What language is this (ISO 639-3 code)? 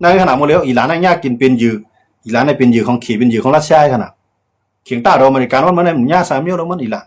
shn